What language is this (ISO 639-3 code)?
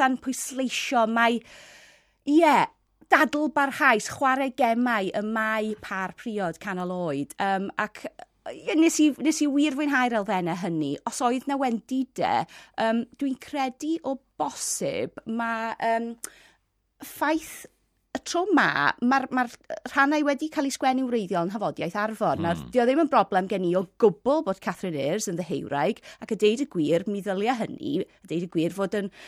cym